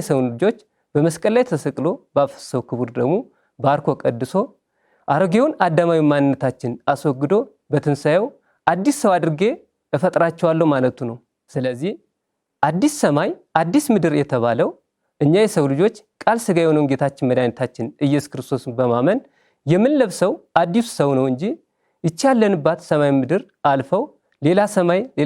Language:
Amharic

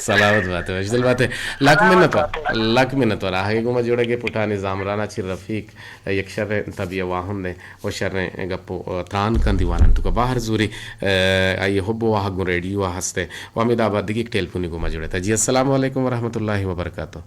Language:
Eastern Balochi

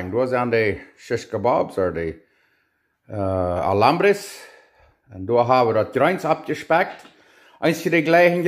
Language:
Plautdietsch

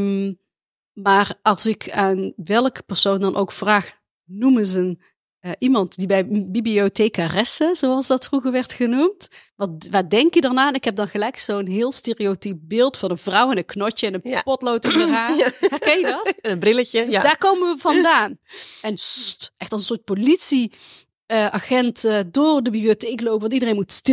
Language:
Dutch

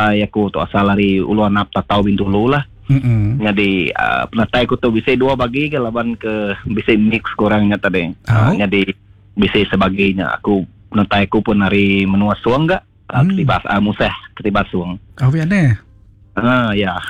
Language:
Iban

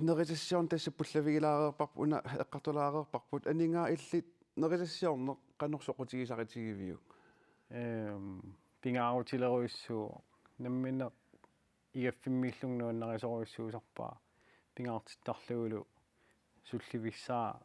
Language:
Kalaallisut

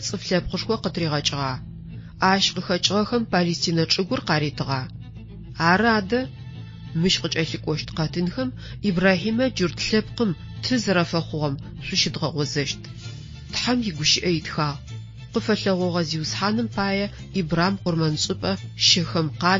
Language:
Adyghe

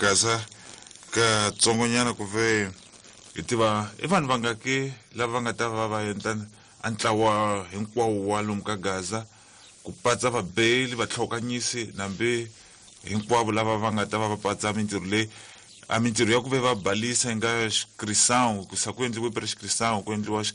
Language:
Tsonga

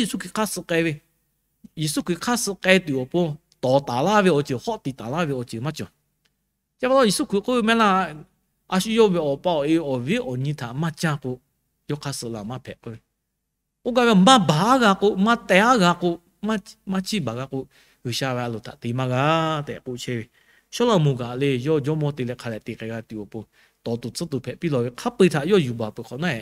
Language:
Lahu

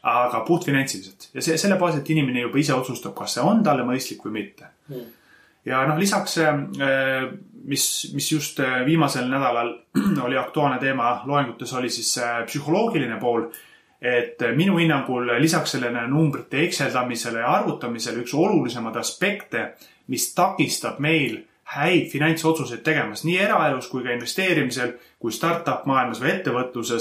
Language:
Estonian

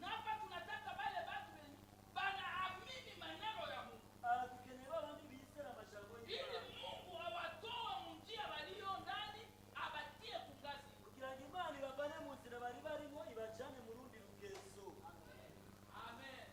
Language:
Rundi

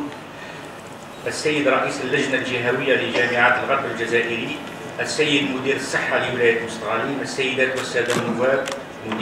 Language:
Arabic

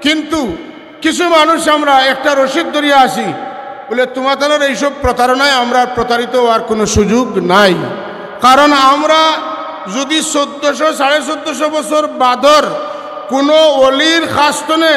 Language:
Sylheti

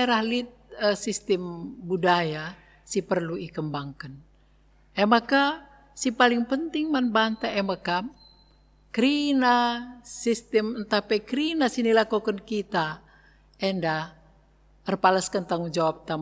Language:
Batak Karo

